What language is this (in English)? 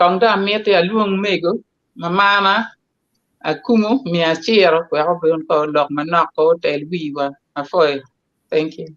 Acoli